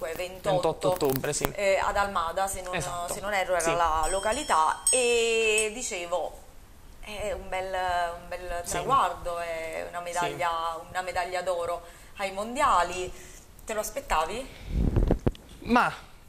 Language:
Italian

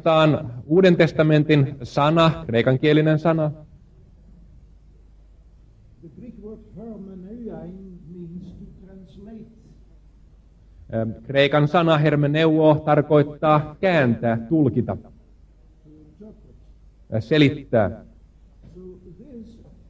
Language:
Finnish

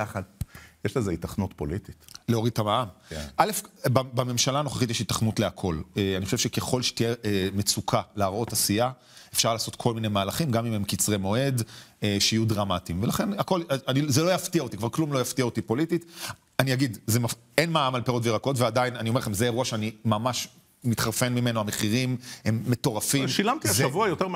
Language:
Hebrew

